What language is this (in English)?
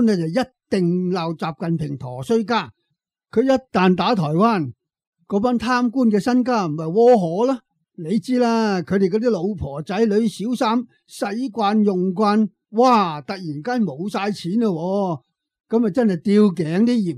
Cantonese